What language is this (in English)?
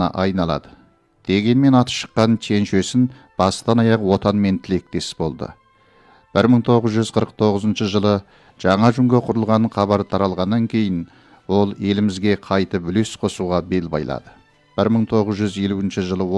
Kazakh